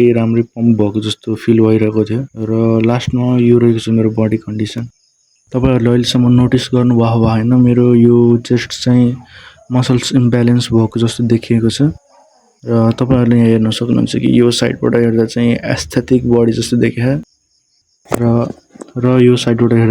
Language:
Nepali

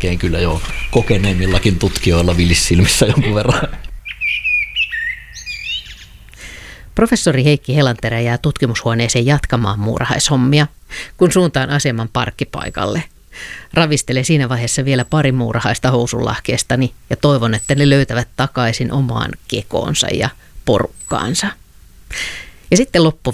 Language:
Finnish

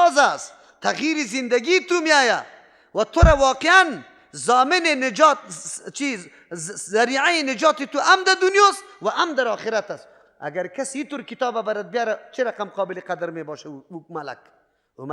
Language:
Persian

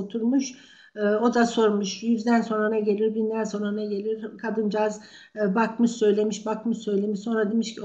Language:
Turkish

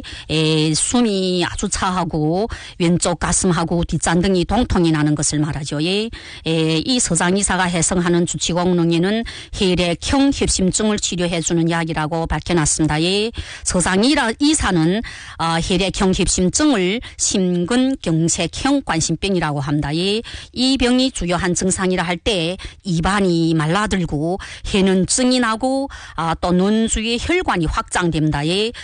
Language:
Korean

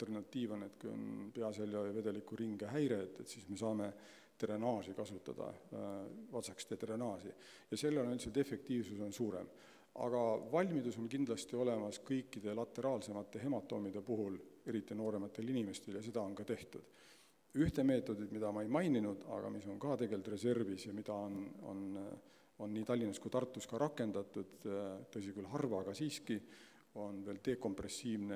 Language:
Estonian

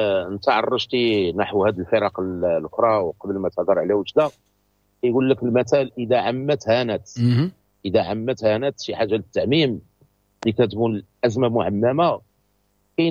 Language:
Moroccan Arabic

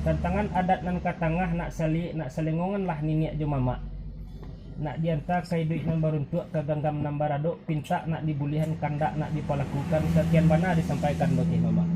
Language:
Minangkabau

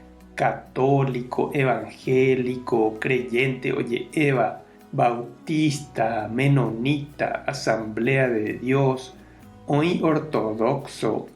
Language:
Guarani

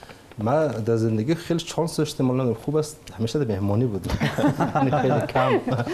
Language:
Persian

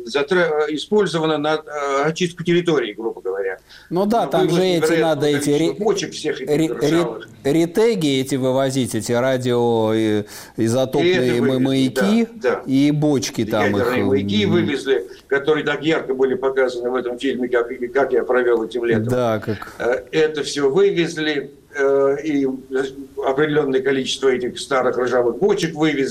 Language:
Russian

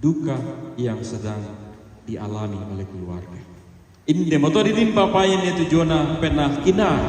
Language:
Toraja-Sa'dan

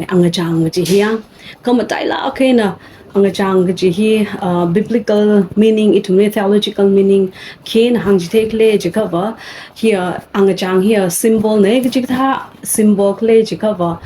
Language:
Tangkhul Naga (India)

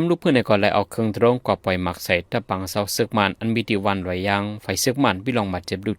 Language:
Shan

